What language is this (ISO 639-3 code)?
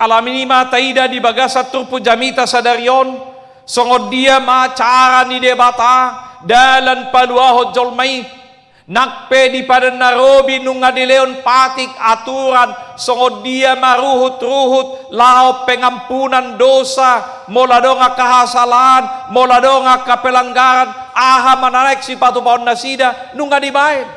bbc